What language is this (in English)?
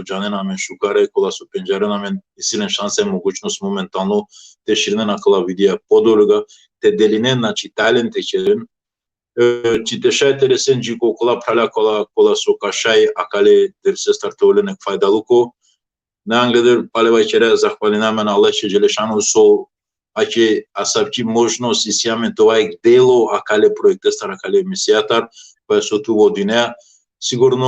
Balkan Romani